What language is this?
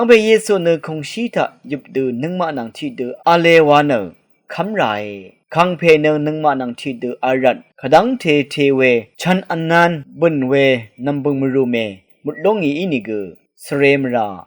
Rawang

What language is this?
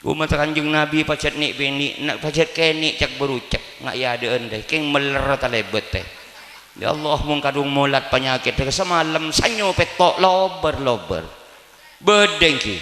Madurese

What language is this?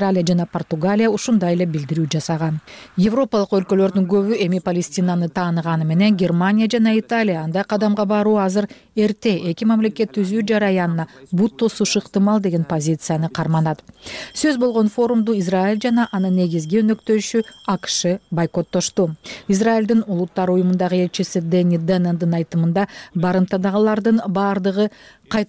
Kyrgyz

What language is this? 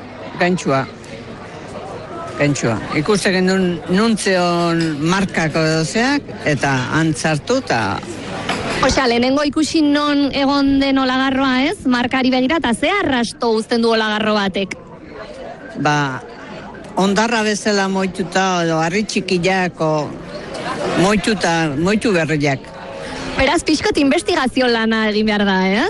Basque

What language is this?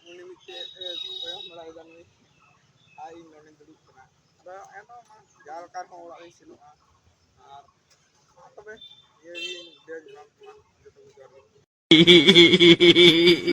Santali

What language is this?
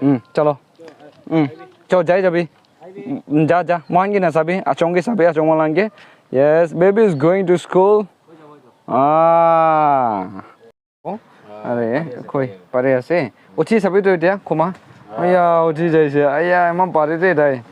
Naga Pidgin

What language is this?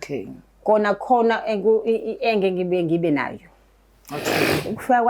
Zulu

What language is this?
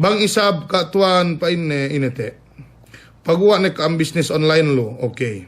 Yakan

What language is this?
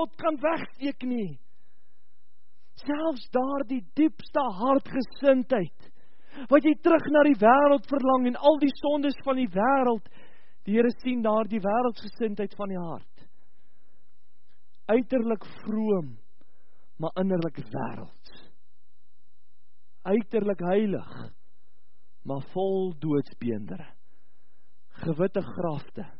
Afrikaans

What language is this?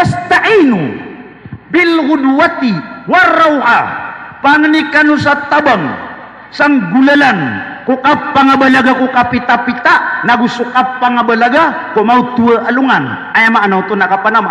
Maranao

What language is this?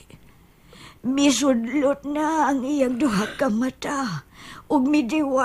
Cebuano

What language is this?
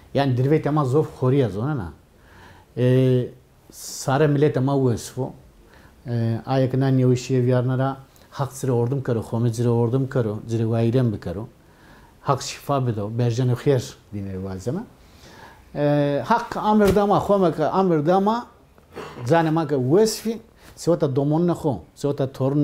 Zaza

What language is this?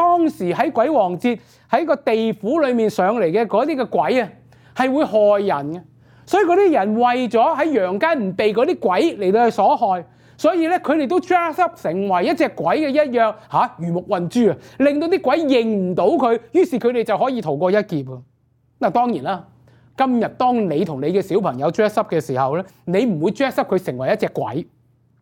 Cantonese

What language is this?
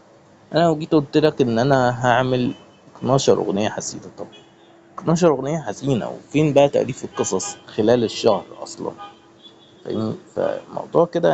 Egyptian Arabic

